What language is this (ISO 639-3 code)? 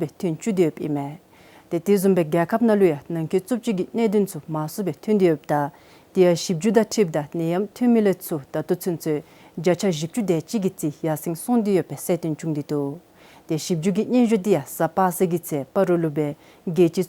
dzo